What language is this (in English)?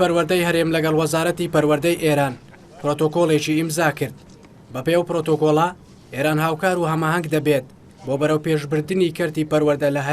Central Kurdish